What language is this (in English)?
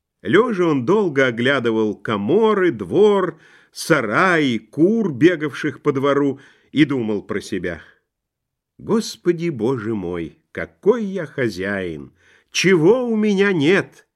Russian